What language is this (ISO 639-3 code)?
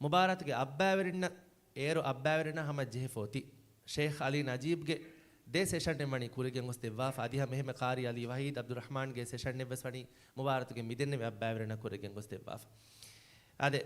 div